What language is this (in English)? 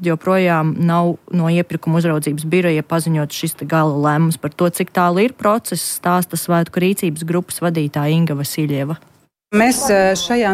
Latvian